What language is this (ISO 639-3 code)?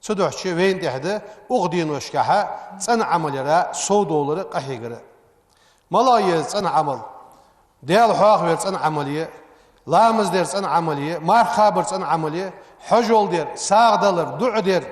inh